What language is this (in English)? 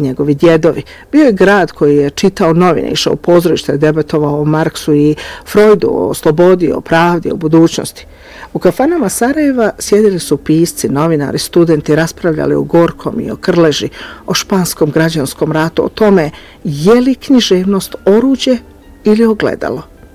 Bosnian